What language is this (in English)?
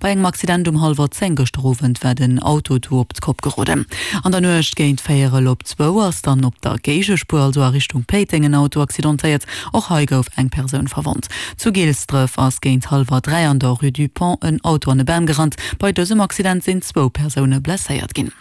Luxembourgish